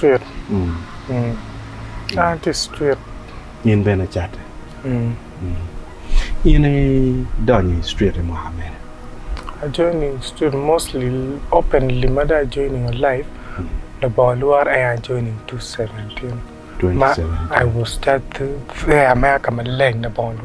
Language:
Acoli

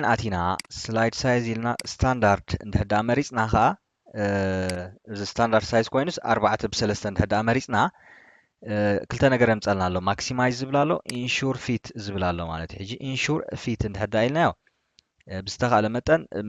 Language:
Tigrinya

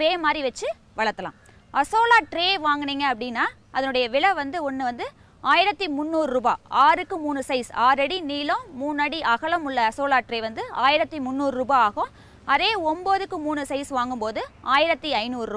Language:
Tamil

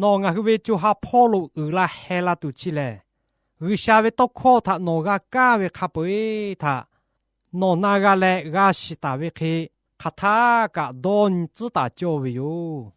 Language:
Lahu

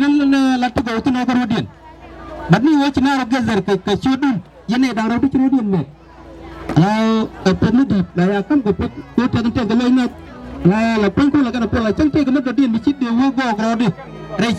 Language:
Nuer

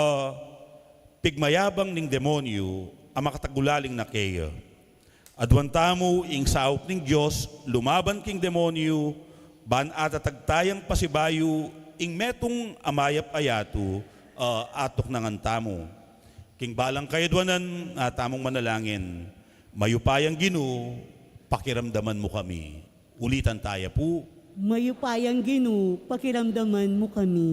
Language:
Pampanga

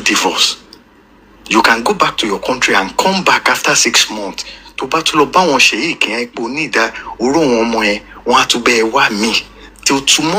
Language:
Yoruba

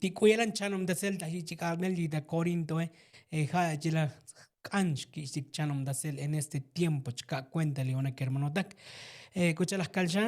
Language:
Tzotzil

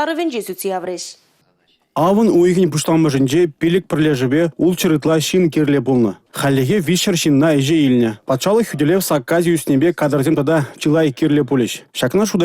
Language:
Chuvash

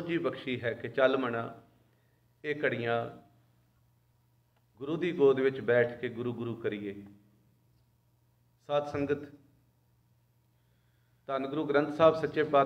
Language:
Punjabi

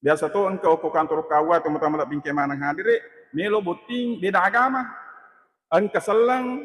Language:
Buginese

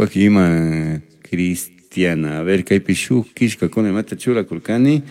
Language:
Chimborazo Highland Quichua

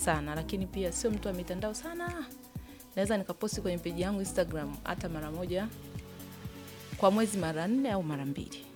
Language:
Swahili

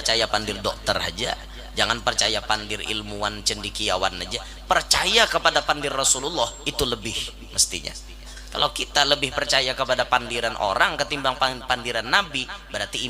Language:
Banjar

